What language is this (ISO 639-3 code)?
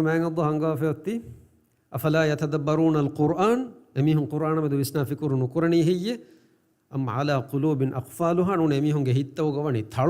div